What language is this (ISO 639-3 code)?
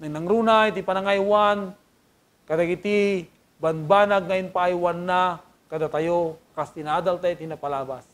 ilo